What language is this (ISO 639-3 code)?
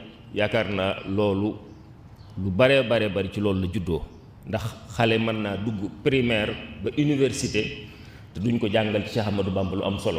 wol